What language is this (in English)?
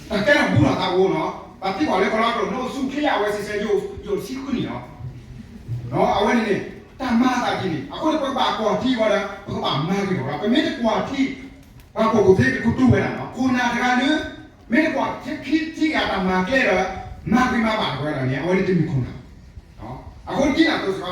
S'gaw Karen